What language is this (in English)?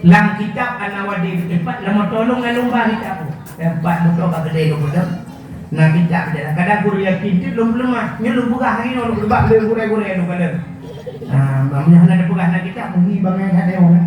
Achinese